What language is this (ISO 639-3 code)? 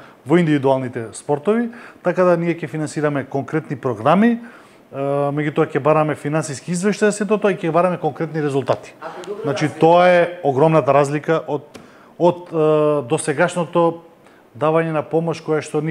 mkd